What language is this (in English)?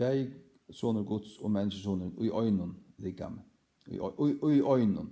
Faroese